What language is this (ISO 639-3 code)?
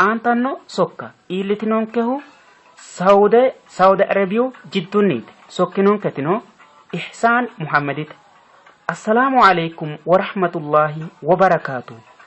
sid